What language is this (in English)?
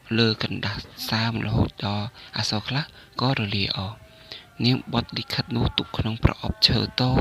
Khmer